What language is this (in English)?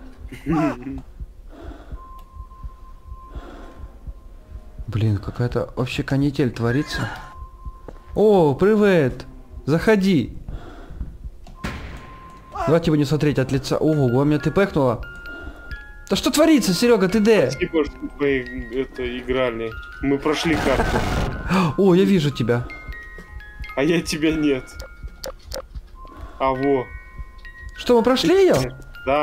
Russian